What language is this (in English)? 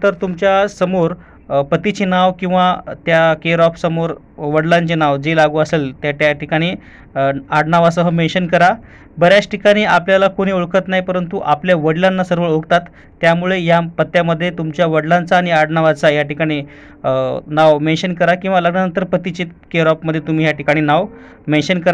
Marathi